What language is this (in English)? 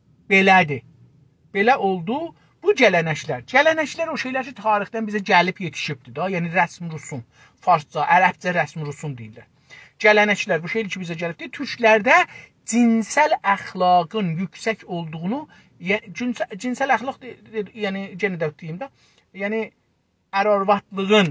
South Azerbaijani